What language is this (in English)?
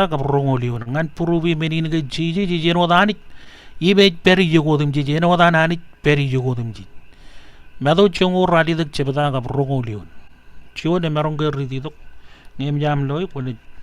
Marshallese